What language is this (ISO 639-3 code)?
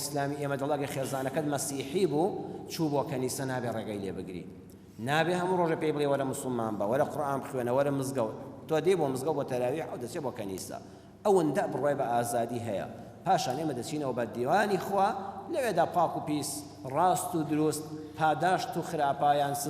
ckb